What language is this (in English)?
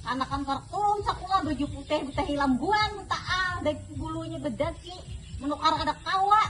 Banjar